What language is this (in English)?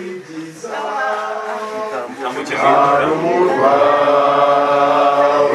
Kinyarwanda